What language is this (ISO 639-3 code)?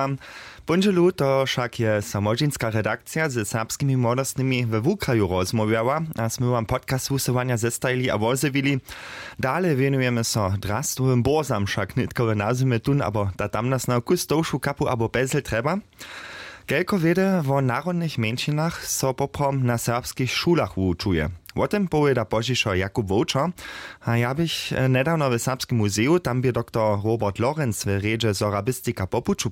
hsb